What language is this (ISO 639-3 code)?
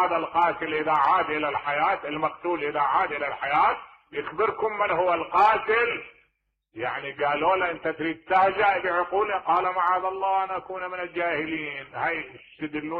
acm